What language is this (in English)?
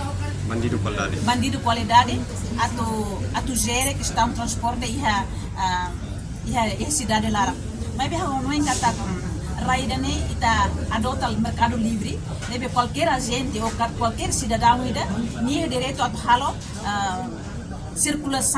Tetum